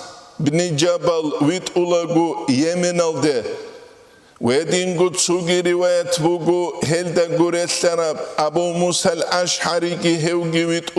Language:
Avaric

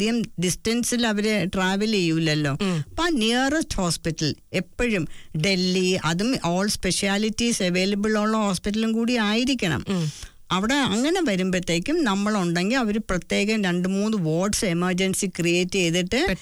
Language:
Malayalam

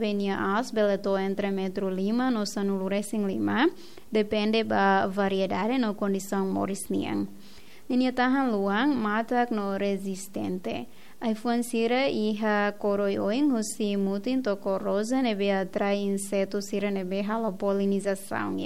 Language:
Tetum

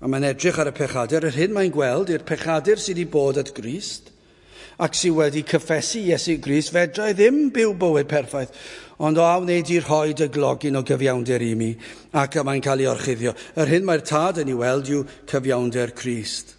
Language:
Welsh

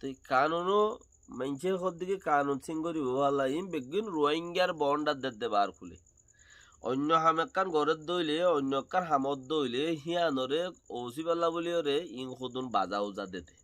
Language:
Rohingya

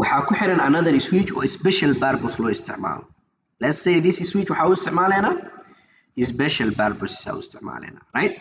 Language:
Somali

